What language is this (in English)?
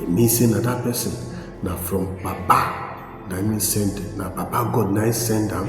Nigerian Pidgin